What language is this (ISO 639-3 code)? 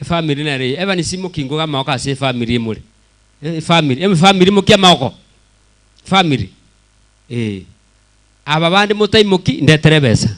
guz